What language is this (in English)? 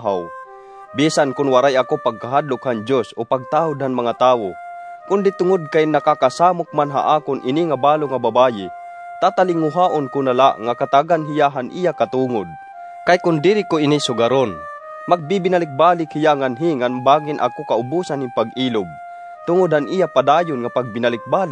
Waray